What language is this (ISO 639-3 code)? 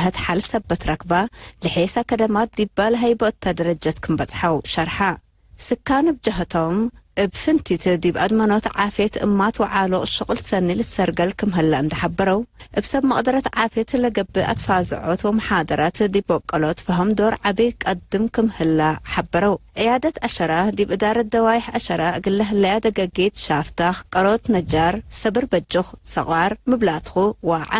tig